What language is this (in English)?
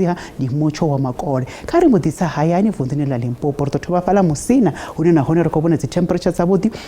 Venda